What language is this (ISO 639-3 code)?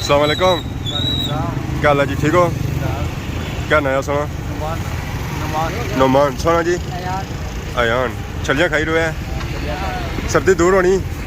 phr